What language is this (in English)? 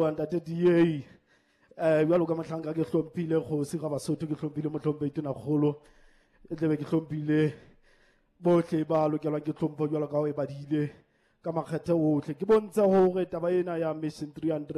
Southern Sotho